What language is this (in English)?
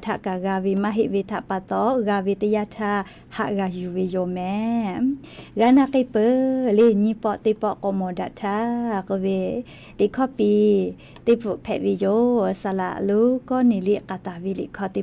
Lahu